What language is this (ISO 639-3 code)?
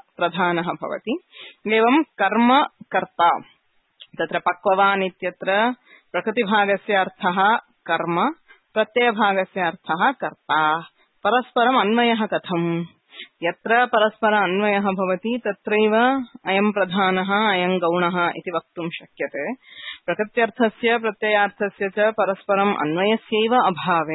san